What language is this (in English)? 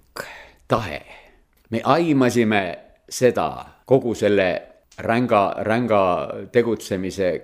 Estonian